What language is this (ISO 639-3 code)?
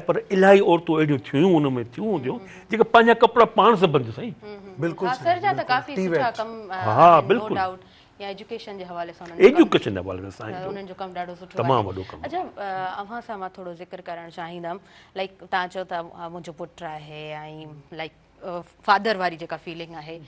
snd